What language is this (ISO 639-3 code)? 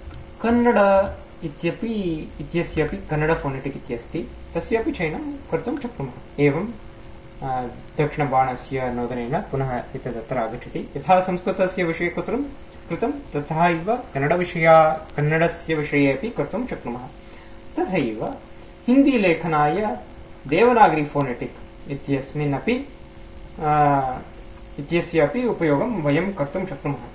san